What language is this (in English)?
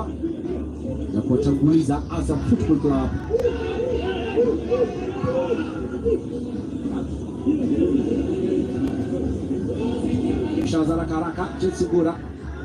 Swahili